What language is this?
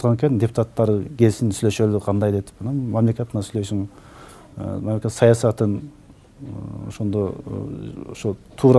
Kyrgyz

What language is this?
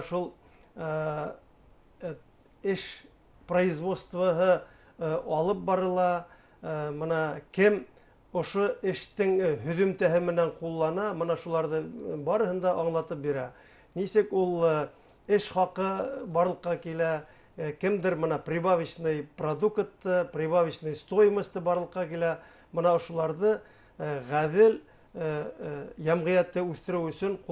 Bashkir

